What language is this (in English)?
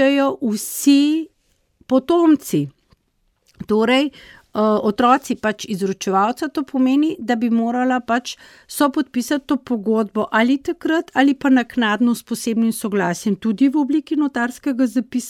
Slovenian